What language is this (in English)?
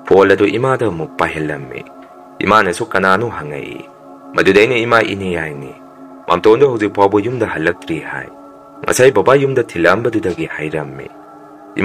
Manipuri